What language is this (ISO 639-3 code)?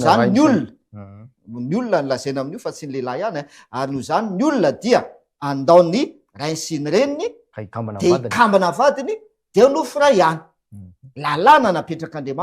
mlg